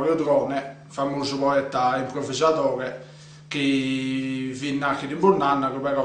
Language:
Sardinian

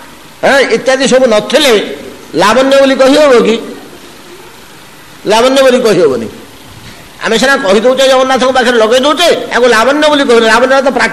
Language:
Odia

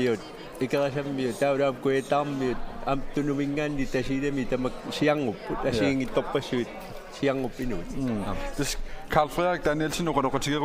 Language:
Kalaallisut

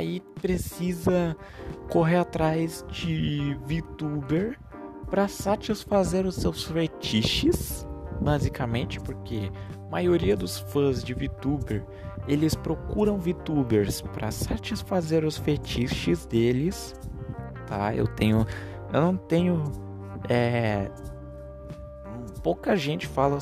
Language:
Portuguese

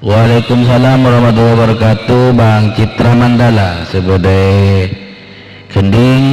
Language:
Madurese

